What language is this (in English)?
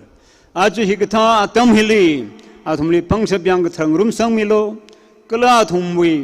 Tangkhul Naga (India)